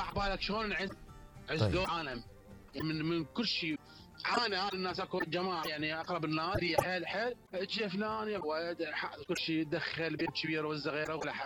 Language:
Mesopotamian Arabic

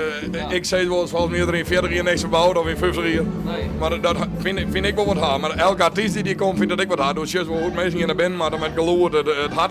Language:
Western Frisian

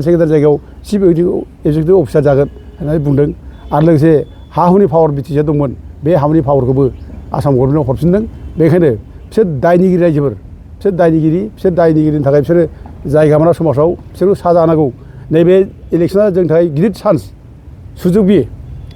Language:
Bodo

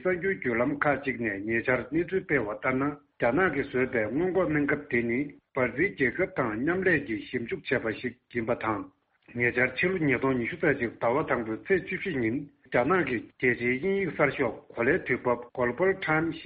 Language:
Tibetan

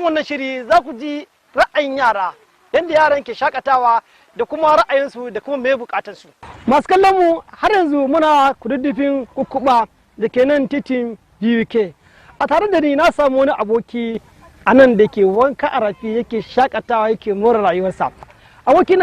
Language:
Hausa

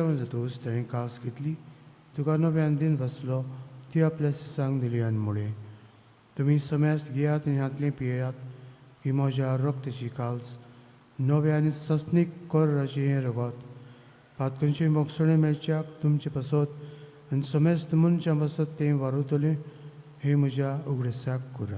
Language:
Konkani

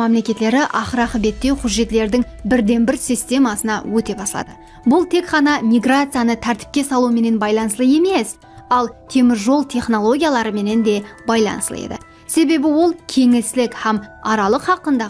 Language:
Kara-Kalpak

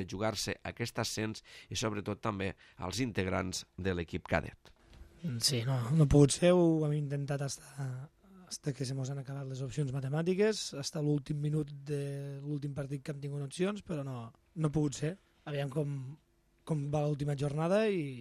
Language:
Catalan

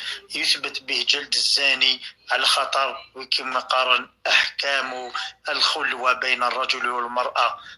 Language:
Kabyle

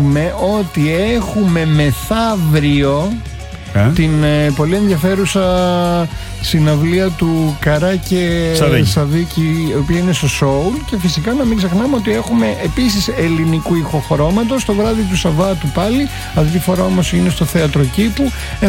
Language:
Greek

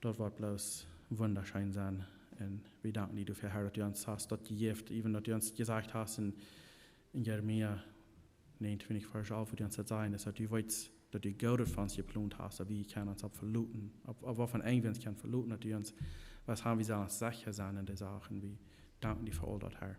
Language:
Plautdietsch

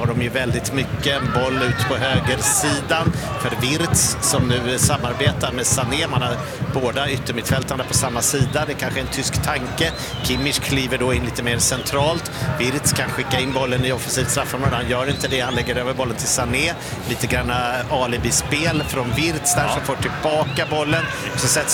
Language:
Swedish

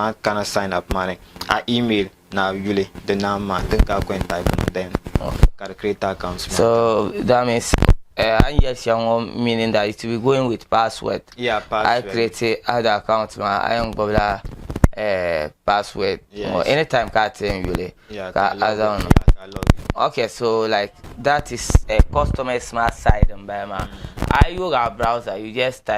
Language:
Dagbani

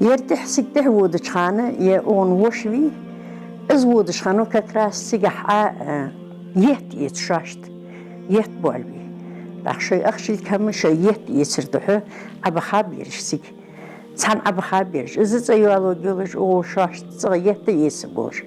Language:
Ingush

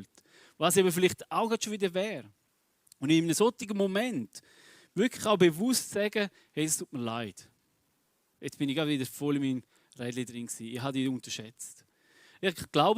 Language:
Swiss German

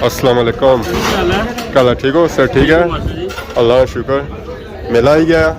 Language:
Pahari-Potwari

